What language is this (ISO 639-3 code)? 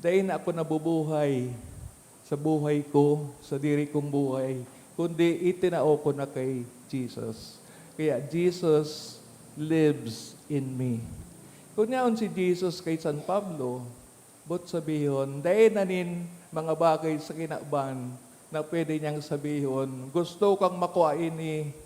bik